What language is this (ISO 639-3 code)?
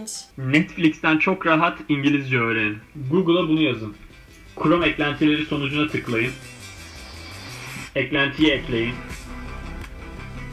tur